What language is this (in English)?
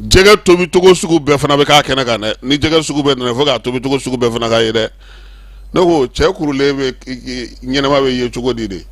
Bambara